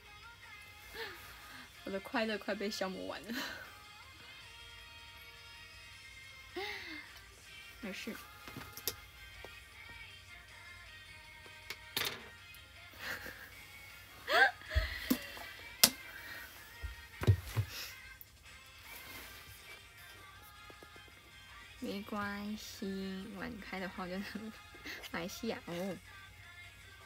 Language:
Chinese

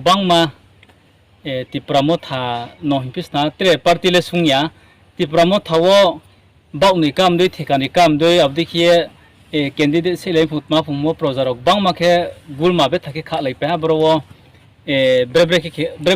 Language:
Riang (India)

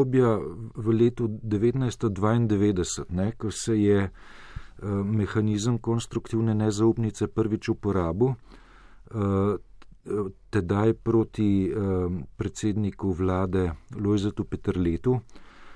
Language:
Slovenian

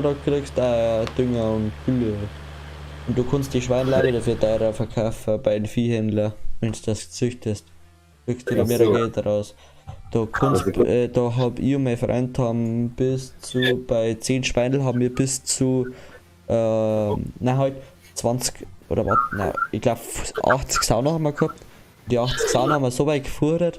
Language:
Bavarian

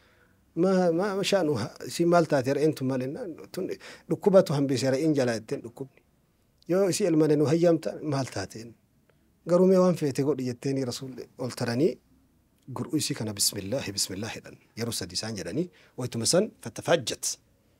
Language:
Oromo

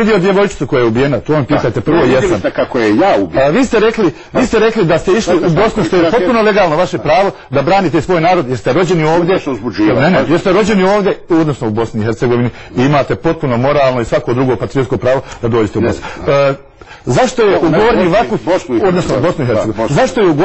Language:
Croatian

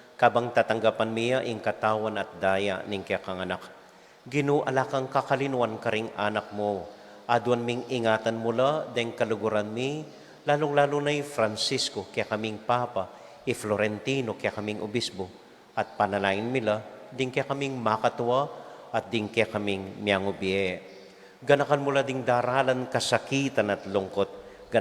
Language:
Pampanga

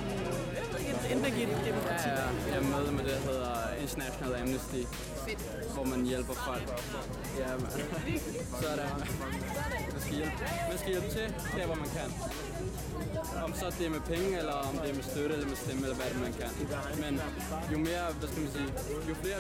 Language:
Danish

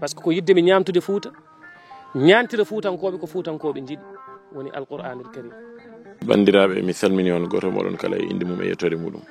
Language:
Fula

